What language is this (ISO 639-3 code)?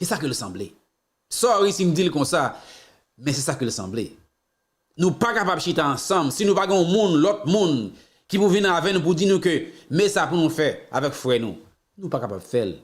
hat